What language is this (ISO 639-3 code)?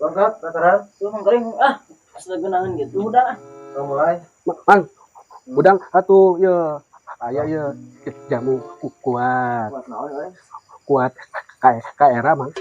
sun